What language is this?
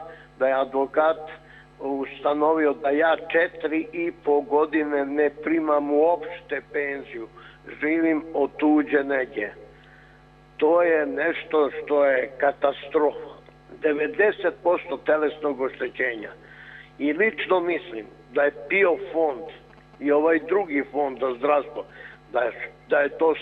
Serbian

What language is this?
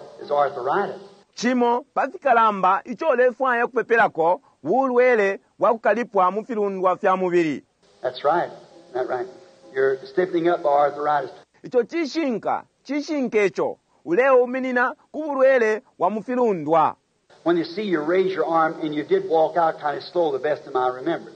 Bemba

